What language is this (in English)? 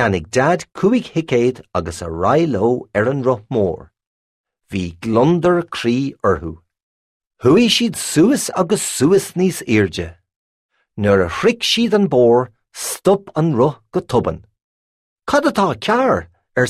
Irish